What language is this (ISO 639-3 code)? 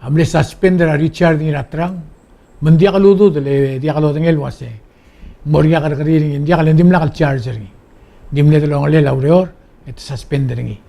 pau